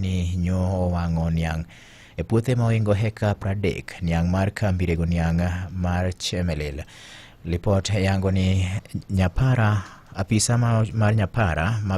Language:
Luo (Kenya and Tanzania)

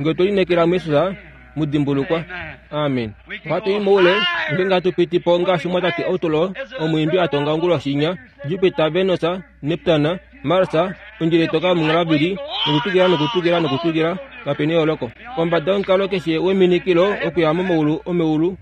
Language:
Kuanyama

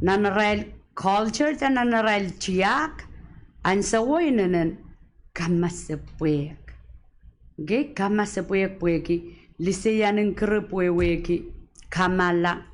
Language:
Pohnpeian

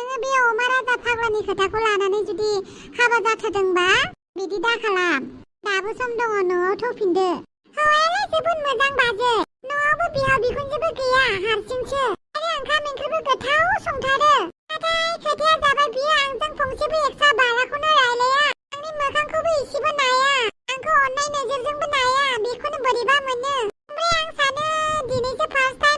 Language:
Bodo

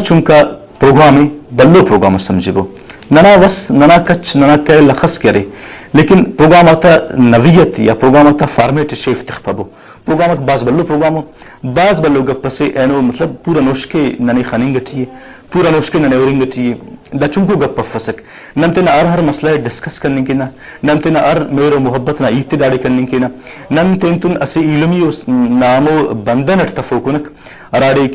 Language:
Brahui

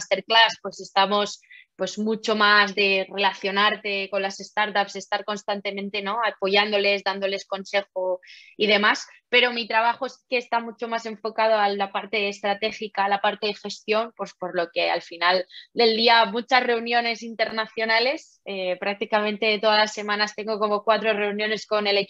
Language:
Spanish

